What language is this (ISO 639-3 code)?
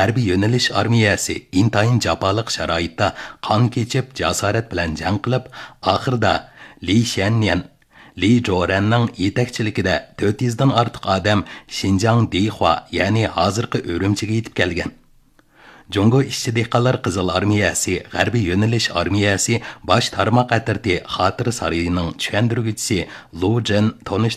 uig